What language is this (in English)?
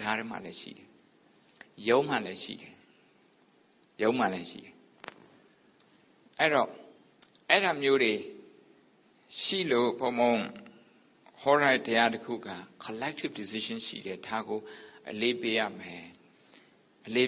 Burmese